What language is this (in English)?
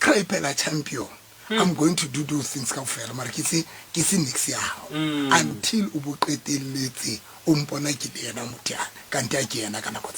Southern Sotho